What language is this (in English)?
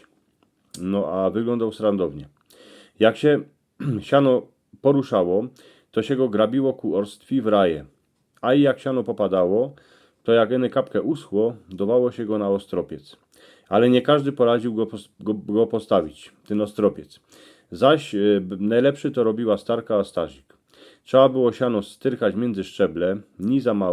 Silesian